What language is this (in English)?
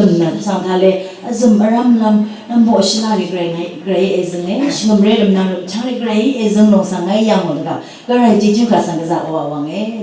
Rawang